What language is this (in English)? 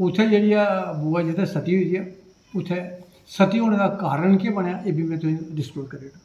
Dogri